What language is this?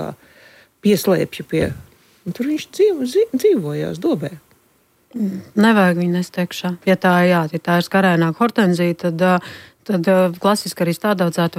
Latvian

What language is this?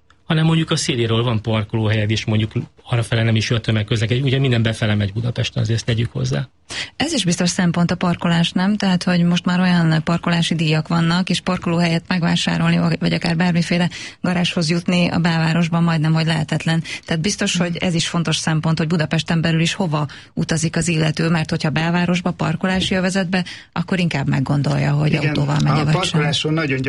Hungarian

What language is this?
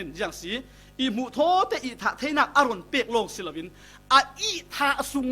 Falam Chin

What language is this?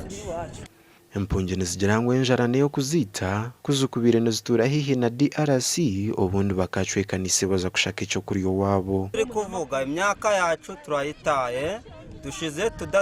Nyankole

